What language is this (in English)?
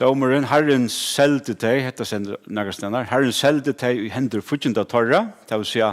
Faroese